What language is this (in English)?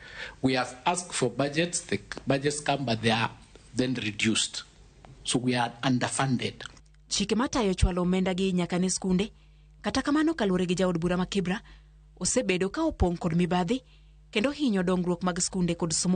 Luo (Kenya and Tanzania)